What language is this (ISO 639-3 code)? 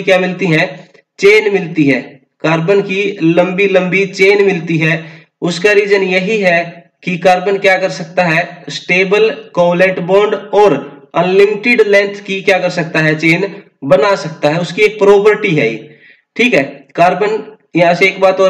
hin